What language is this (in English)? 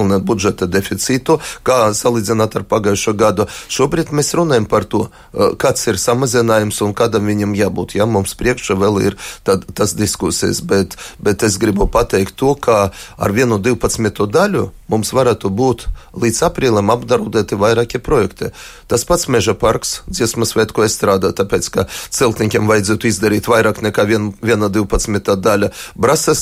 Latvian